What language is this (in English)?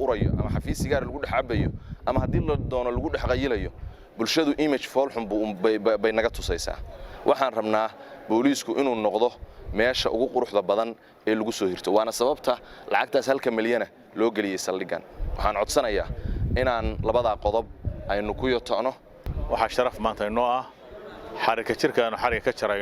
Somali